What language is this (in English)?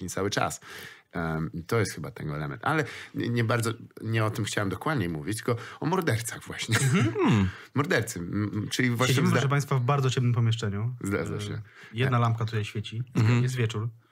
Polish